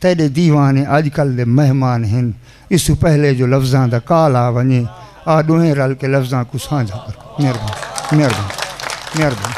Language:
Saraiki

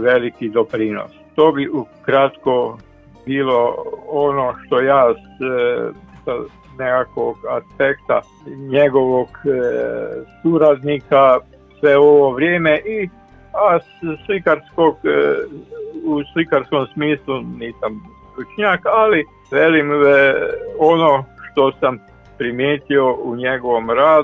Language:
Croatian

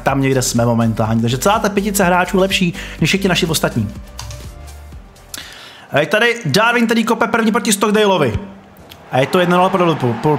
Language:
Czech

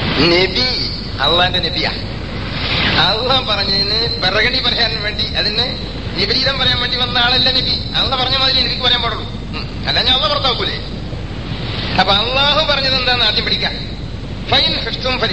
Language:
Malayalam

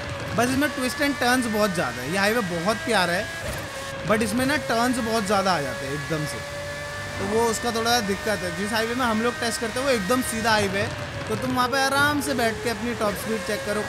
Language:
Hindi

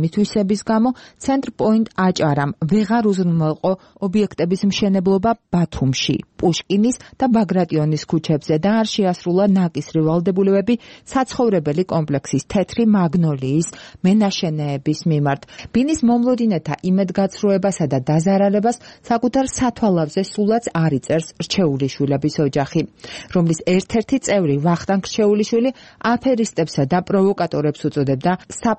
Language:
Georgian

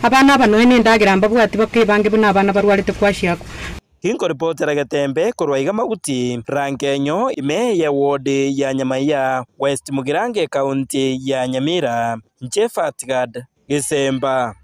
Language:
Gusii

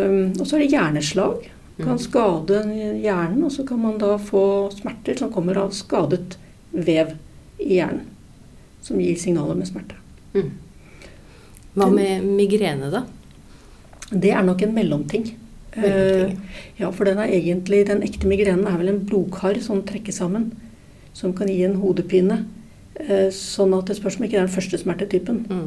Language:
Norwegian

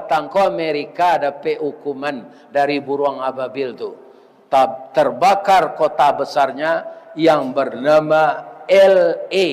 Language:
Minangkabau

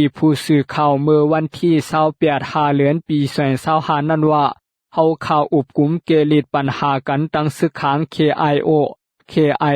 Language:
Shan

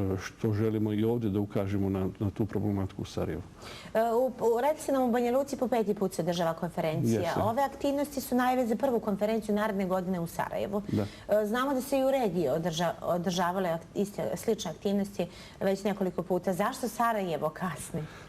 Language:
Bosnian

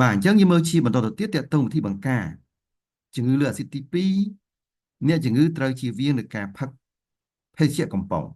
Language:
Khmer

